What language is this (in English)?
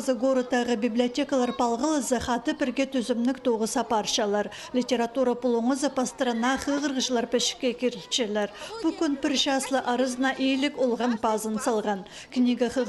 Khakas